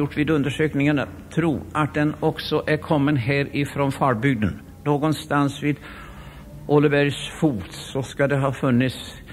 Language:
Swedish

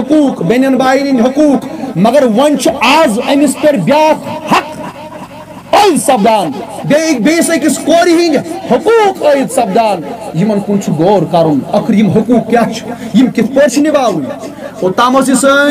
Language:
Kashmiri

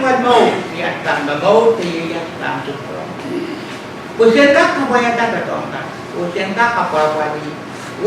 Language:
Pohnpeian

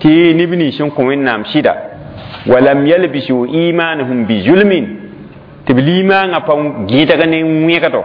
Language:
Mossi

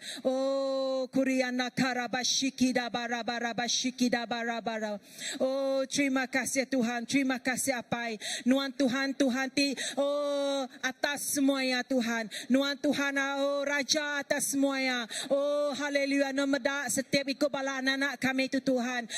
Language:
Iban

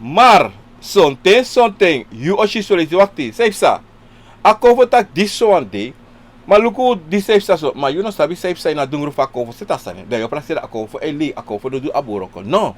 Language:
Sranan Tongo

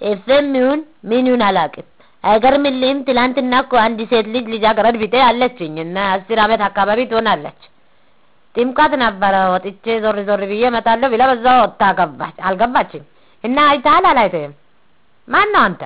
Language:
Amharic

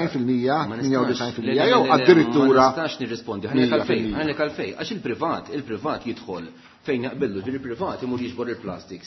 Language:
Maltese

